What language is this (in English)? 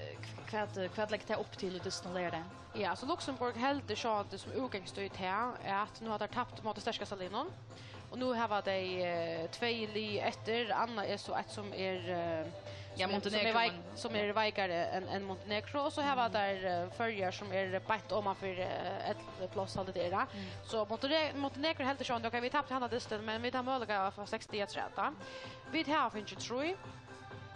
Faroese